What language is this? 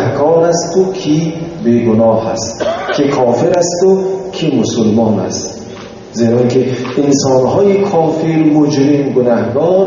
Tajik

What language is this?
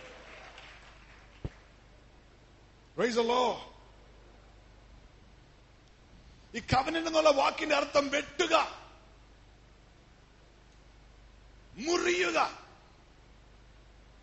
Malayalam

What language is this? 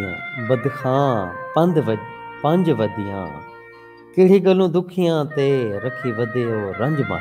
Saraiki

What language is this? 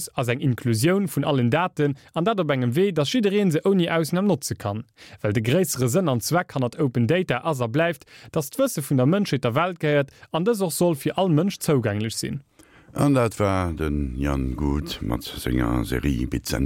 Luxembourgish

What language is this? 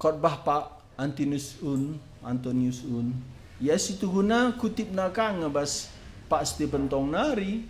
Batak Karo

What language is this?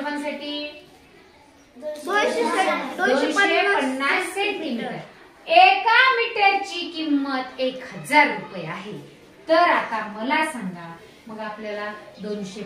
Marathi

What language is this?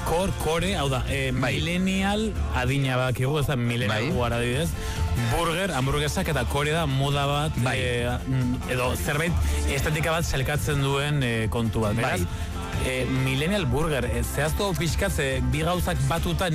Basque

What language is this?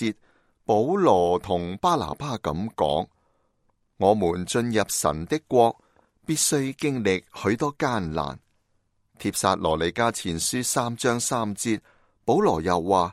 Cantonese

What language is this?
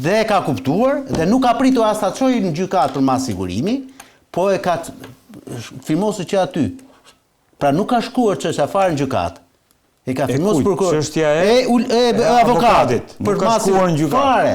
Albanian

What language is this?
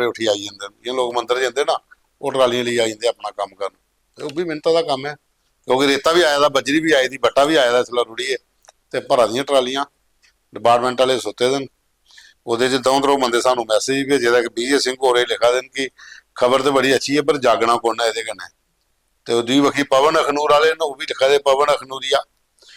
Dogri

